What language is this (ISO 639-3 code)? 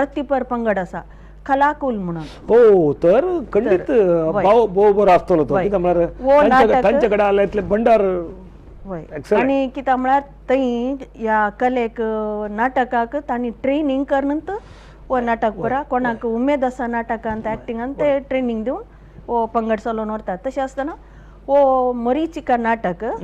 kok